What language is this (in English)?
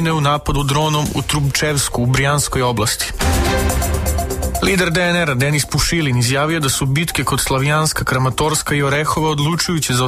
Serbian